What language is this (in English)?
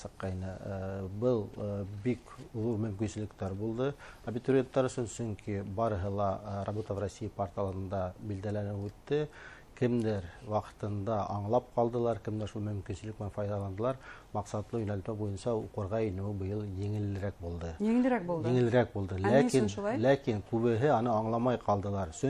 Bashkir